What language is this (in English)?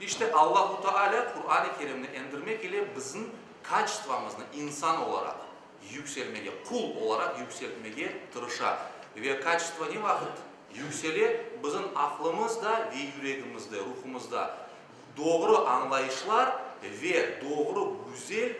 Crimean Tatar